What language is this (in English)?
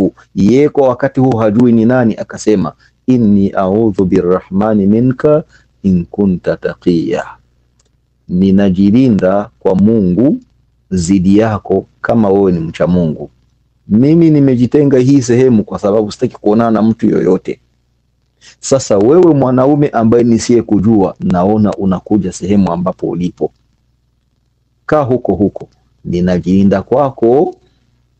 Swahili